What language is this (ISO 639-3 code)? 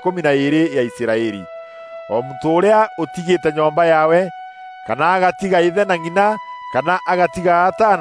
mer